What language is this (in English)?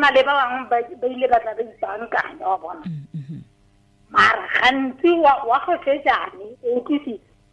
Tswana